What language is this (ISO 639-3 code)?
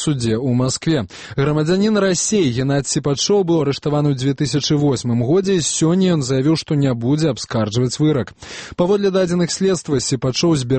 bel